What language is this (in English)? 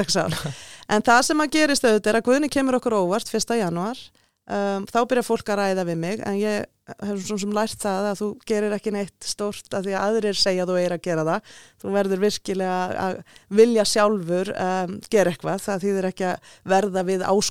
Icelandic